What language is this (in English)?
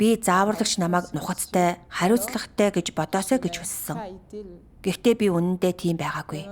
Mongolian